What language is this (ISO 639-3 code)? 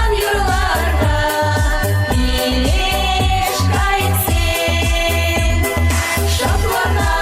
chv